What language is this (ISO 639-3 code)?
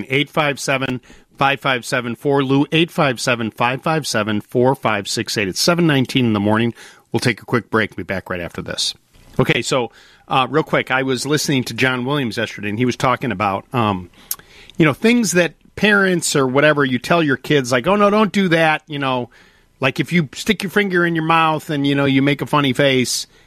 eng